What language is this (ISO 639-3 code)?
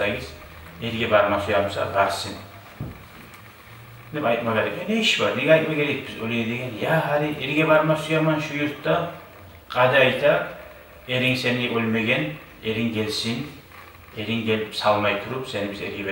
kum